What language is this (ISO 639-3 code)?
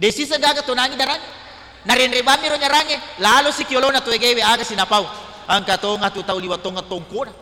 bug